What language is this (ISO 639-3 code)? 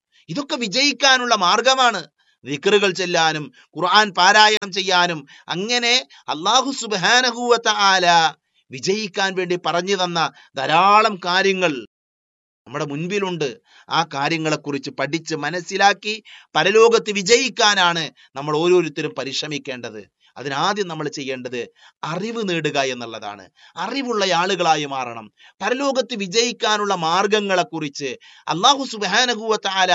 mal